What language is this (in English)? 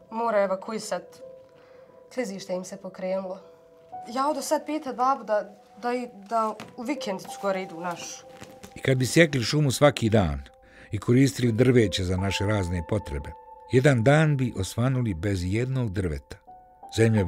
Bosnian